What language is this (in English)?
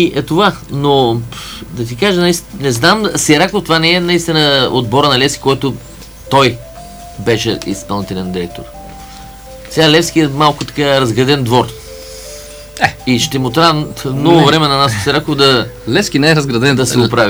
Bulgarian